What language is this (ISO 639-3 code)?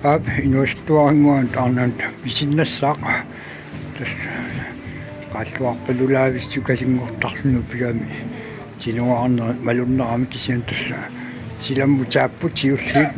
kal